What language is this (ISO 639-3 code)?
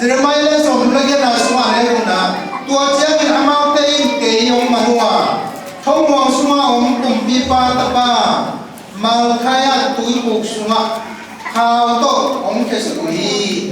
ctd